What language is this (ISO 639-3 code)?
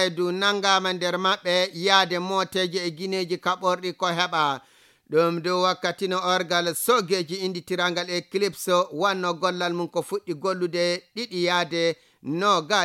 ful